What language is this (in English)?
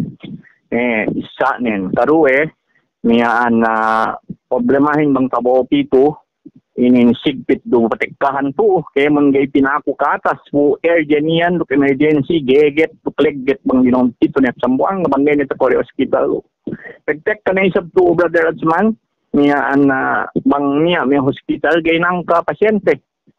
Yakan